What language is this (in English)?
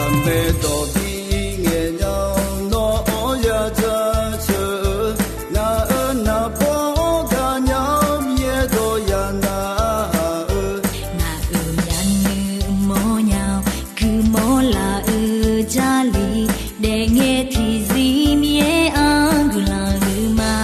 Akha